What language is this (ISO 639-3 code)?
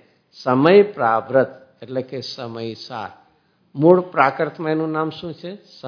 guj